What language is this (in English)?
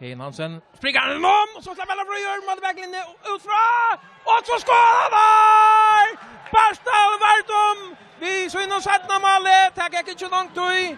Faroese